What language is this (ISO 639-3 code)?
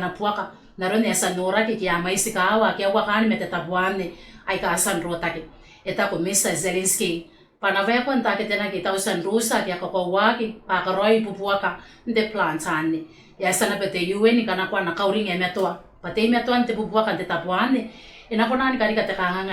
gil